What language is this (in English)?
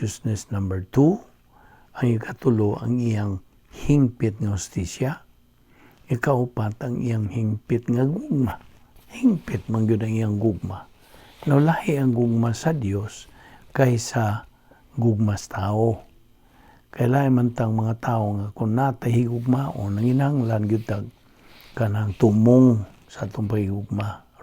Cebuano